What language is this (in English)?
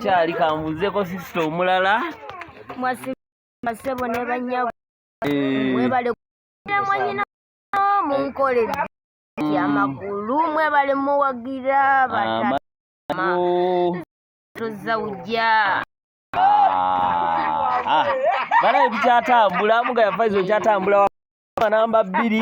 Ganda